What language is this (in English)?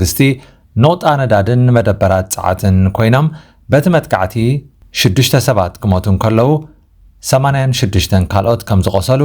Tigrinya